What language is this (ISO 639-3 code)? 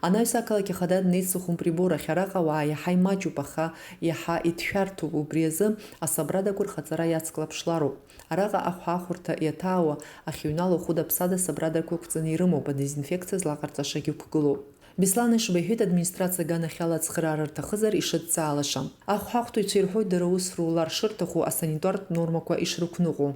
abk